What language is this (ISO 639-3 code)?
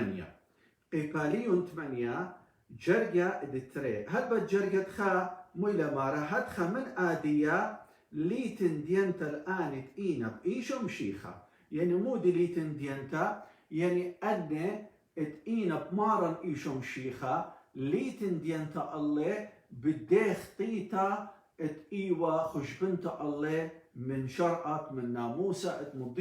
aii